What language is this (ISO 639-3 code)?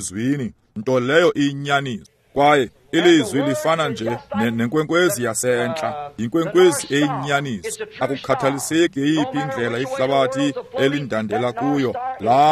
xho